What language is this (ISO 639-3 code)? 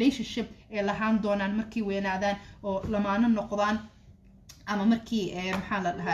som